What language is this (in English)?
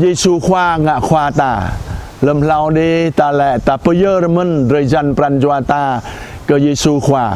Jarai